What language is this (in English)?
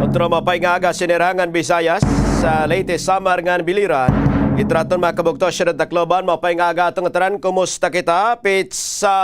Waray